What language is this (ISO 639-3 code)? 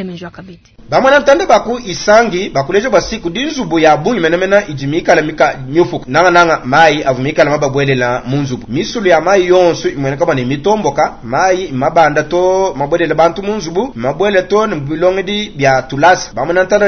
lua